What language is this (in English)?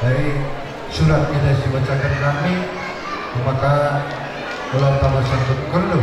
Batak Karo